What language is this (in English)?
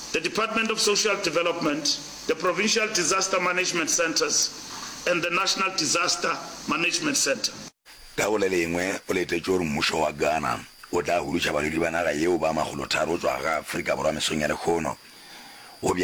Northern Sotho